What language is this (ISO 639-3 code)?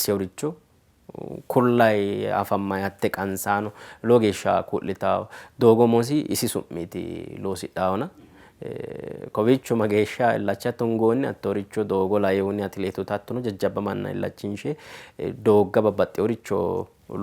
sid